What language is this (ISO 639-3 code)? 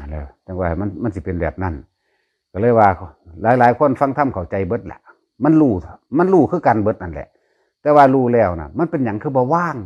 tts